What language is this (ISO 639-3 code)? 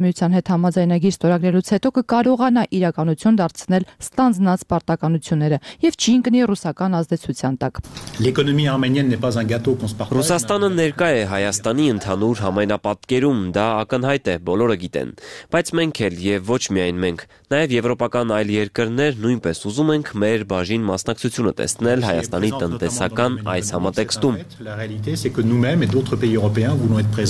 hye